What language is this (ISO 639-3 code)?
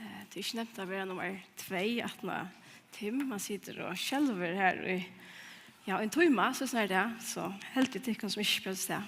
fao